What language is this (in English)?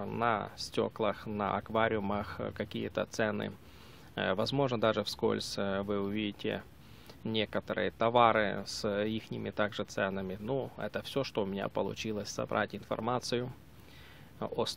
Russian